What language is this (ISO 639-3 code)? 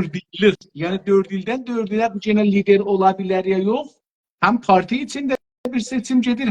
azb